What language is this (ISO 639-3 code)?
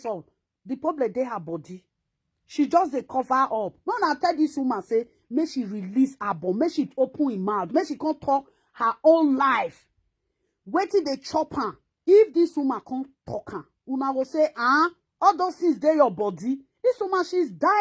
pcm